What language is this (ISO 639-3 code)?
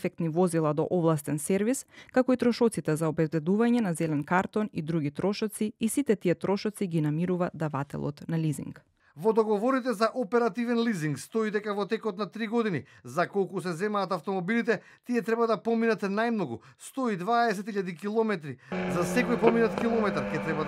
mkd